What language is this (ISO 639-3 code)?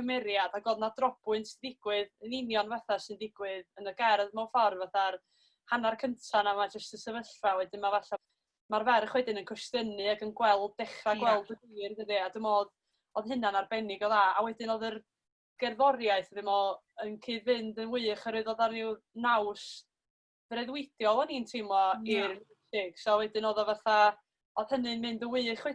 cym